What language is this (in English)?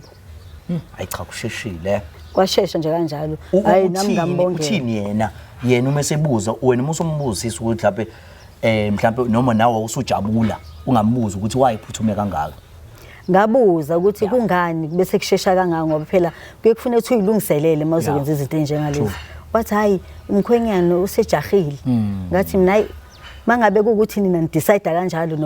Zulu